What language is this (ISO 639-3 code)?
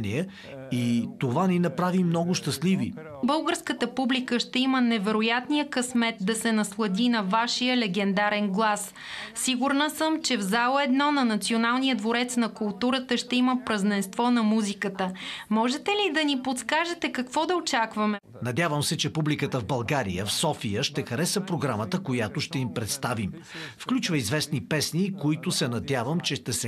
bul